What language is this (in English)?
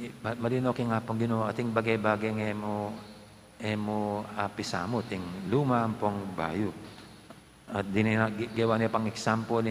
Pampanga